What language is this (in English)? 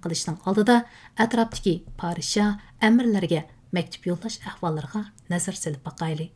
Uyghur